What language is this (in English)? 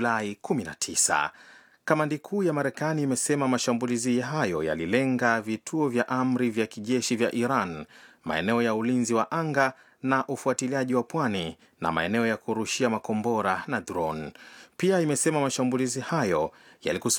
Swahili